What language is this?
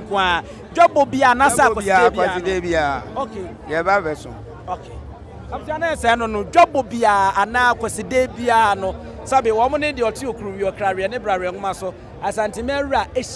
Akan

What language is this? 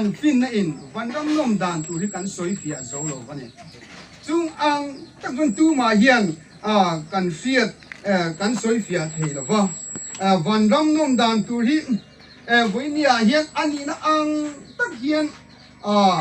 Hmar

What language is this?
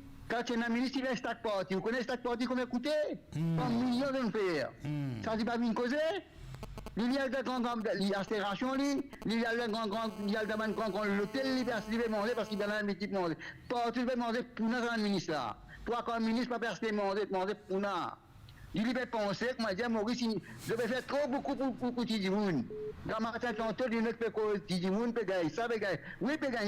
Morisyen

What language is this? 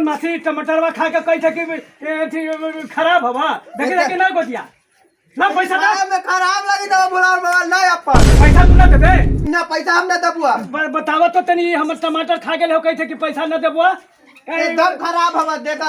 Magahi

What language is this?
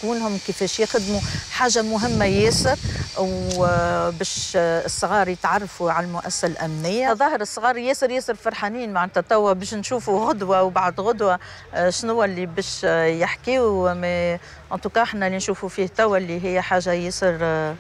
Tunisian Arabic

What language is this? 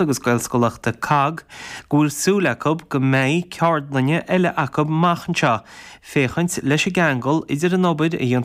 Irish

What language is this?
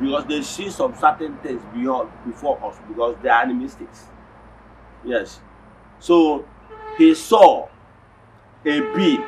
Igbo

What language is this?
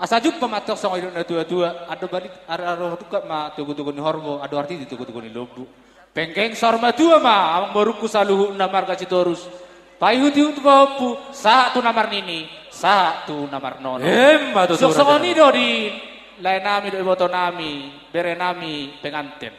Batak Toba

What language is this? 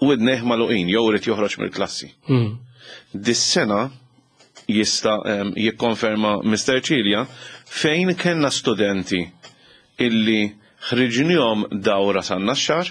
Maltese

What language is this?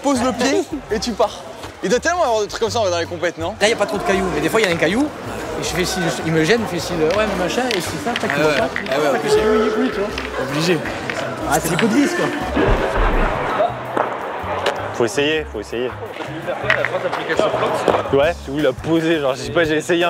French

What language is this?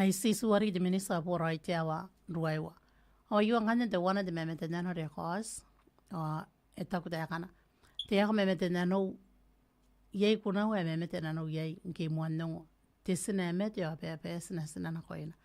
Gilbertese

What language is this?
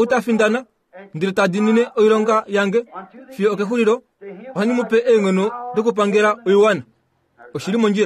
Kuanyama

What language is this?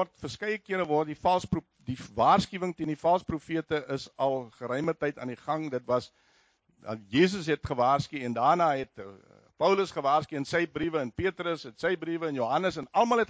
Afrikaans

